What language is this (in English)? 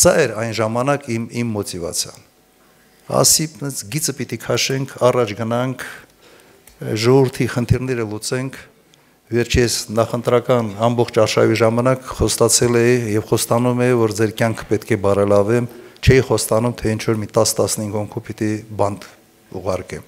Armenian